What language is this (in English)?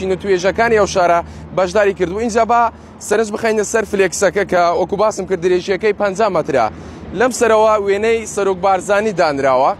Central Kurdish